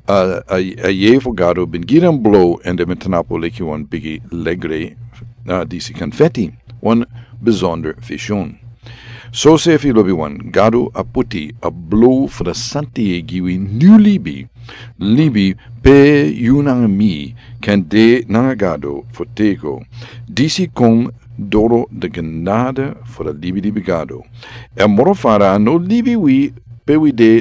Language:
Sranan Tongo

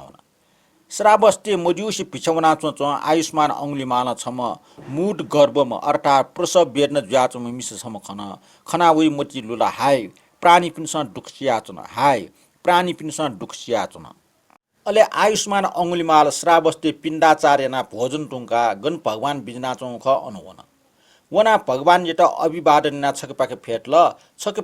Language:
Newari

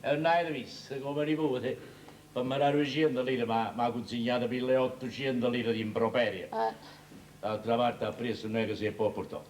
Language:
Neapolitan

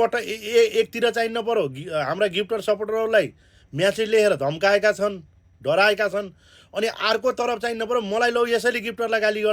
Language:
Nepali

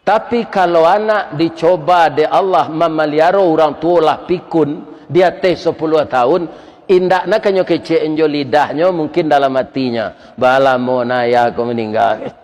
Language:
Minangkabau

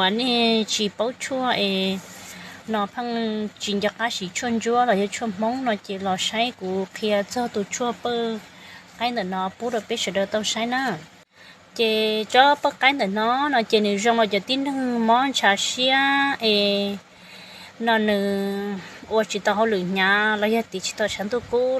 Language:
Hmong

